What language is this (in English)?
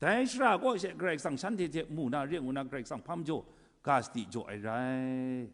Kachin